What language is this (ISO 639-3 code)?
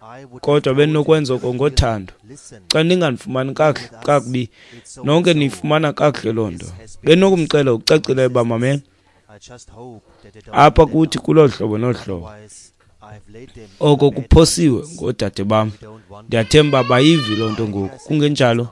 xho